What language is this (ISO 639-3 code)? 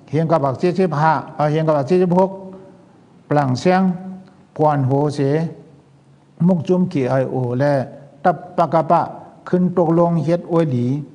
shn